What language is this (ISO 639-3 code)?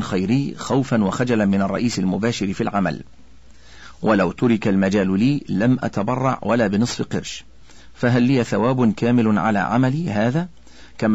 ara